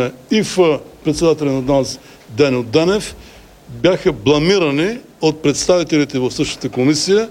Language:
Bulgarian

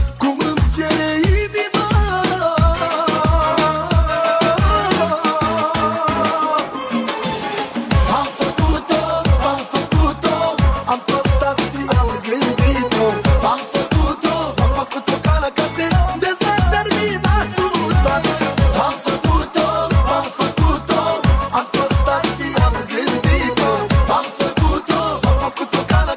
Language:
Romanian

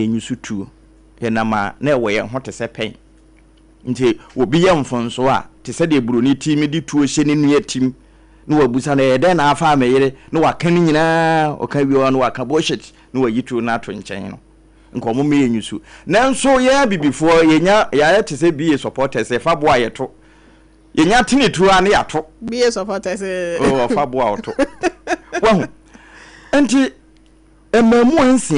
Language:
Akan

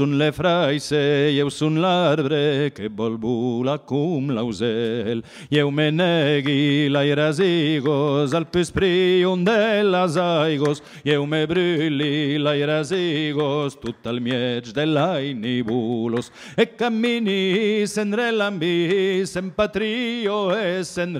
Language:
Occitan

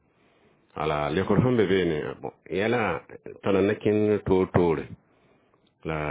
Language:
Mossi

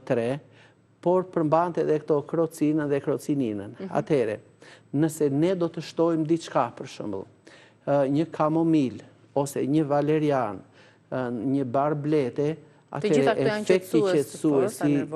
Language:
Albanian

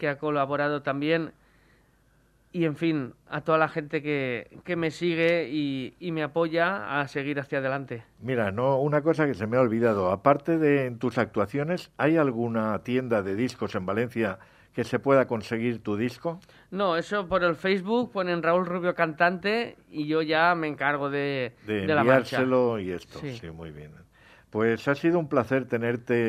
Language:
Spanish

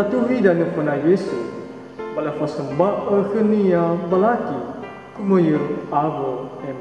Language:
Nias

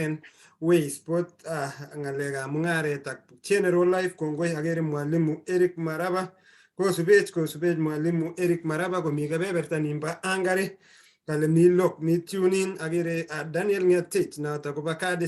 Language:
Kalenjin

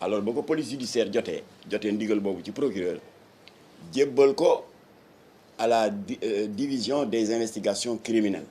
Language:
Wolof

